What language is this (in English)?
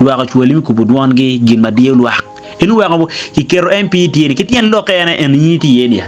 Acoli